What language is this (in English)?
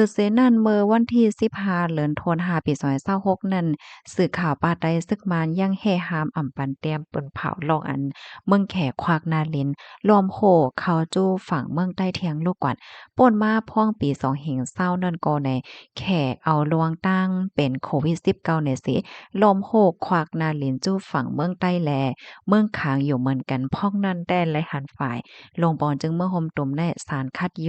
Shan